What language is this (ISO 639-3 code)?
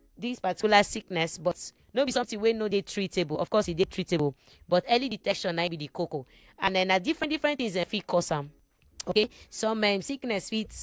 pcm